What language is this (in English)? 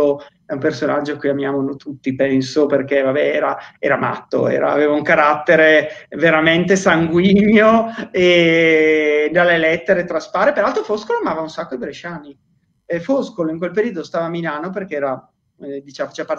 Italian